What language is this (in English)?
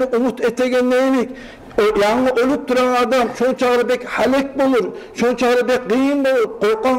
Kumyk